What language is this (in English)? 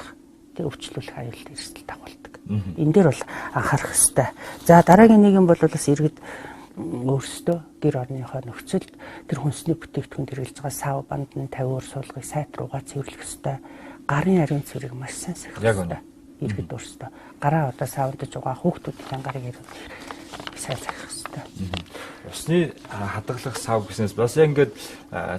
Mongolian